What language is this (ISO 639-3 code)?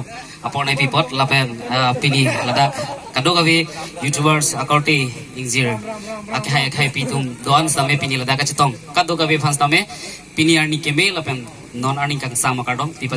mjw